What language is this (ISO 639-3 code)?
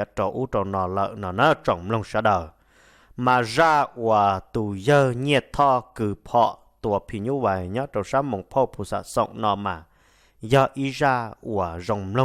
hmn